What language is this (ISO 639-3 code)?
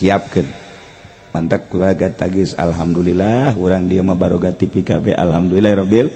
sun